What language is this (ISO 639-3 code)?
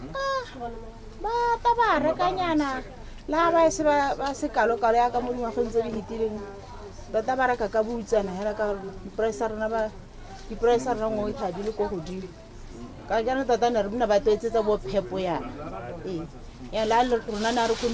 tsn